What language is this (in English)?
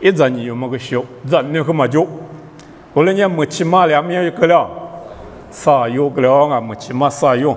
Lisu